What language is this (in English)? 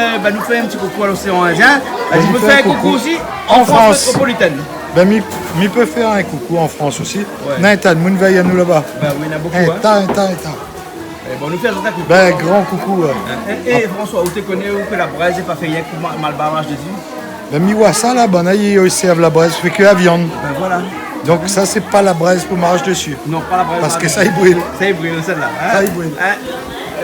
Réunion Creole French